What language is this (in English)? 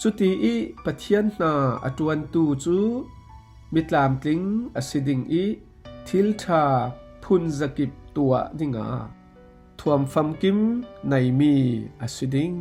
Falam Chin